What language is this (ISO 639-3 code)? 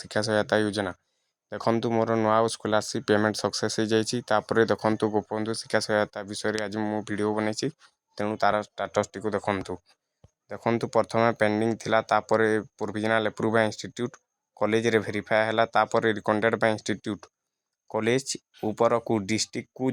ori